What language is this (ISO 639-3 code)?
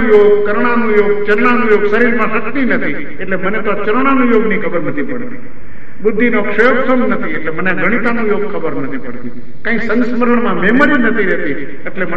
guj